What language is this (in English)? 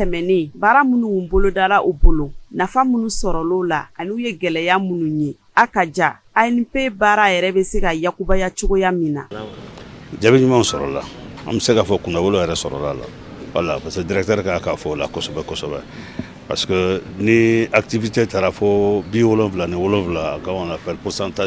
Bambara